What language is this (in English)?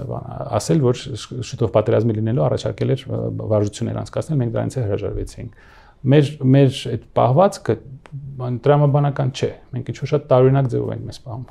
Armenian